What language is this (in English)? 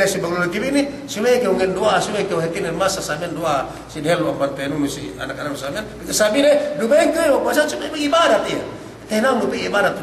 Yakan